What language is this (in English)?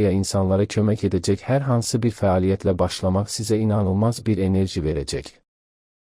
Azerbaijani